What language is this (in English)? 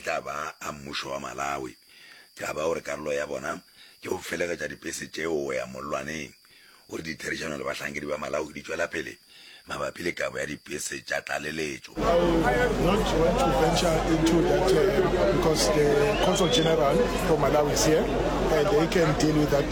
Northern Sotho